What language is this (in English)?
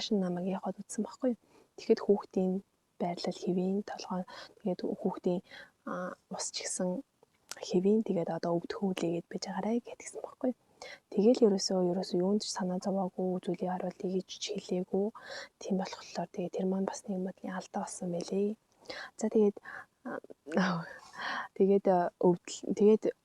Mongolian